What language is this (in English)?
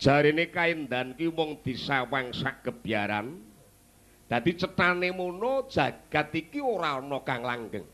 Javanese